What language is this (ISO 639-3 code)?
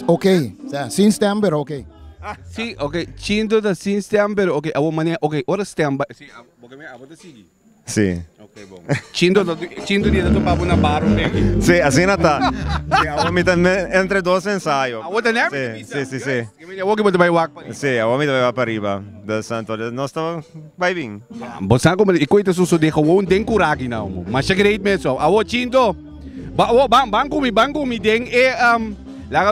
pap